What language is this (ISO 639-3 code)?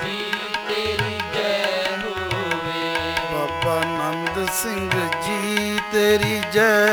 pan